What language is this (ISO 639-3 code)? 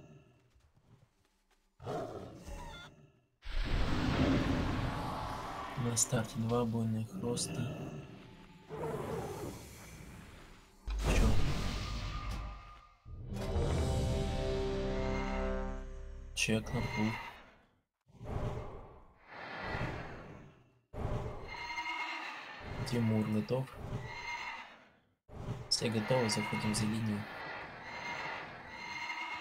rus